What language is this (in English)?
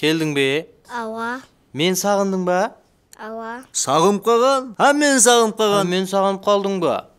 Kara-Kalpak